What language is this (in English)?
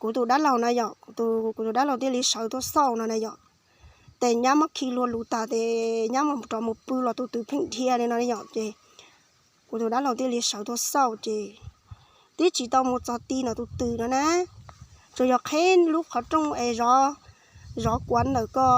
Hmong